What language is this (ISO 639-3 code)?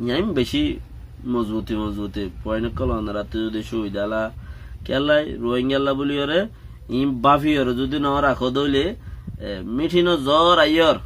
rhg